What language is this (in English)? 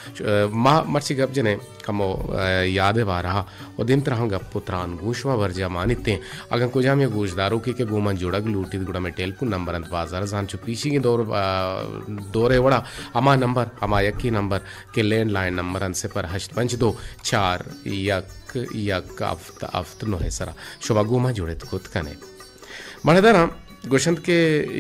Baluchi